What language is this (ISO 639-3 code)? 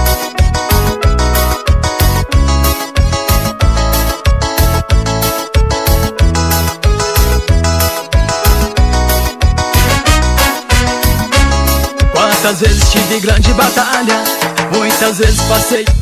por